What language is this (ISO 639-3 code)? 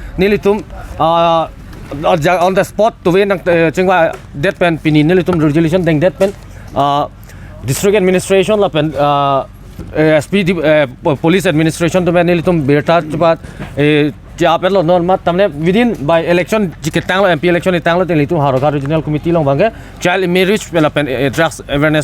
mjw